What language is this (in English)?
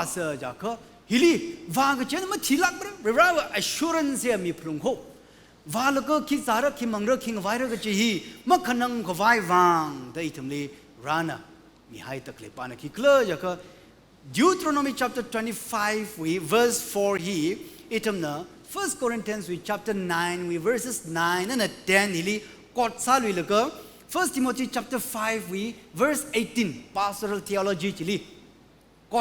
Tangkhul Naga (India)